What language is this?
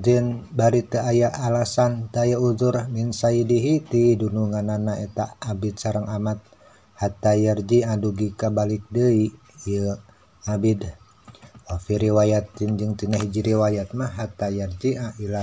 Sundanese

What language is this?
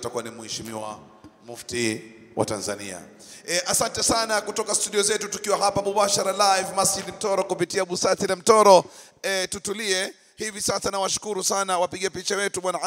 Swahili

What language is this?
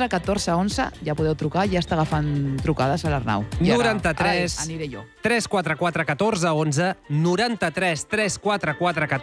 Catalan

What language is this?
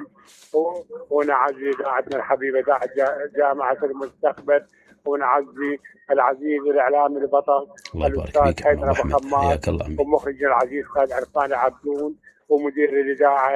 Mesopotamian Arabic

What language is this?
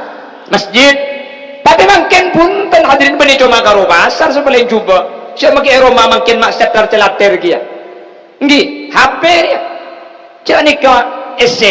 Madurese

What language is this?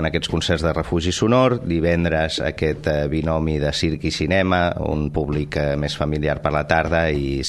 Catalan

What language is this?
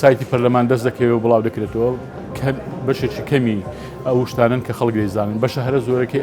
Central Kurdish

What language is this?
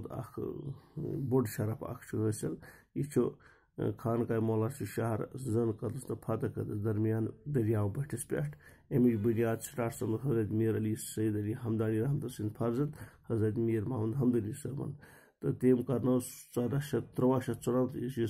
Kashmiri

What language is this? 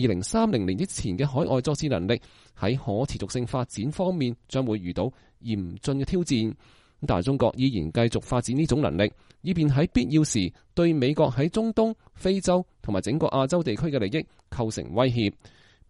Cantonese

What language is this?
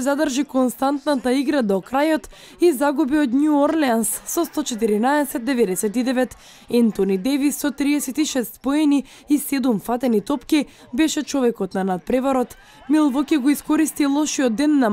Macedonian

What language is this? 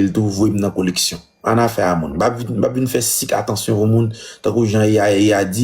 Haitian Creole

